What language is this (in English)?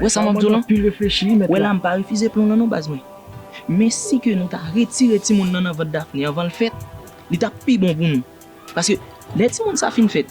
Haitian Creole